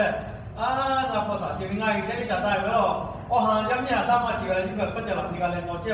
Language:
Lahu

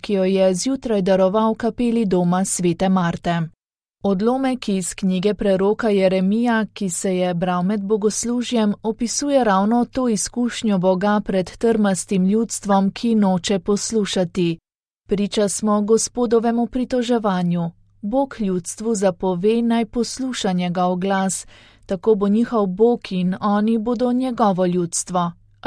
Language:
Slovenian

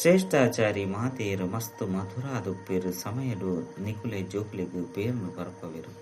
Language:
Tulu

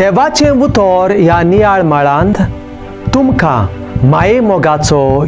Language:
Konkani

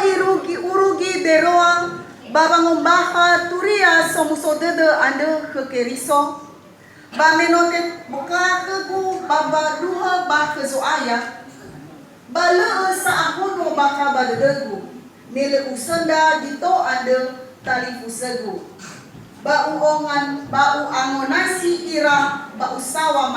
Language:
Nias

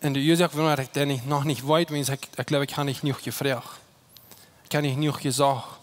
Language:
Plautdietsch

